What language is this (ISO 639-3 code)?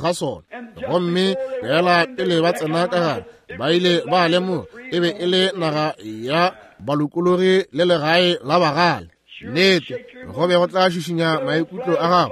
nso